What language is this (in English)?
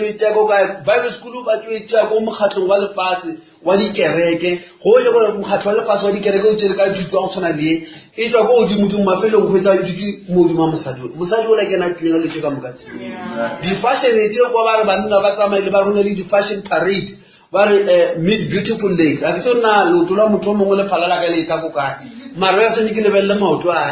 Northern Sotho